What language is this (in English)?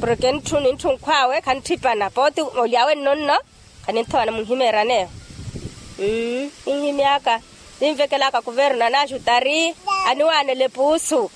Makhuwa